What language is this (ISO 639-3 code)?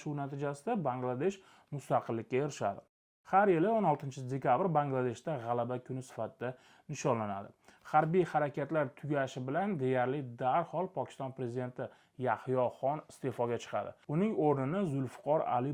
uzb